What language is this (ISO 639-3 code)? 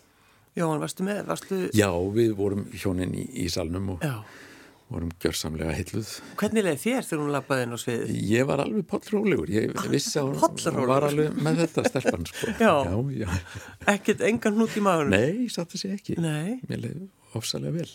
isl